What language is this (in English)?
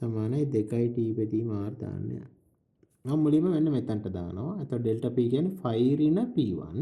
Sinhala